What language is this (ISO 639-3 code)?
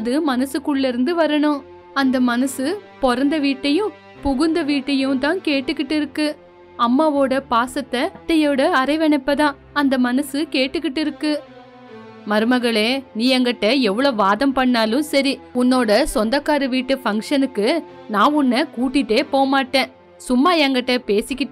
tam